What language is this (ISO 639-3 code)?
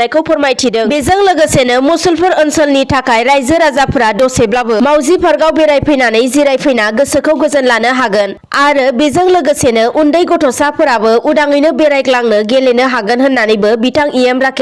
brx